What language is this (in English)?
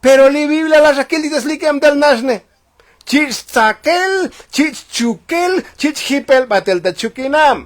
Tzotzil